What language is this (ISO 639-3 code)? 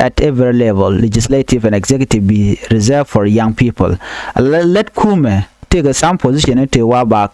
nus